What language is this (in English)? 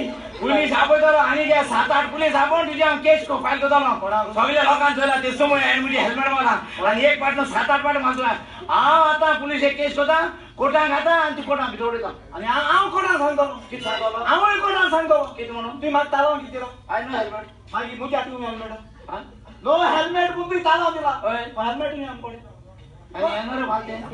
Konkani